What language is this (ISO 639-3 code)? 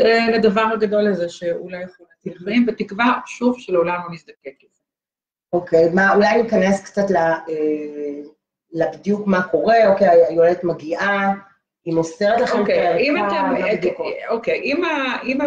heb